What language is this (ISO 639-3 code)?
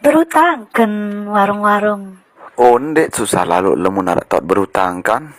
sas